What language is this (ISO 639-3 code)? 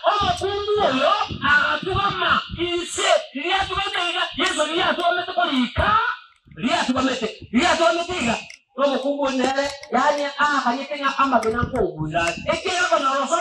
guz